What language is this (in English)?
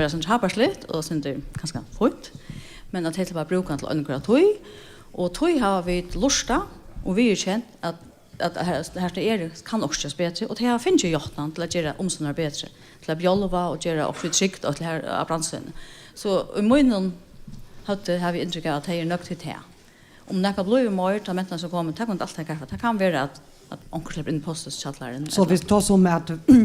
Faroese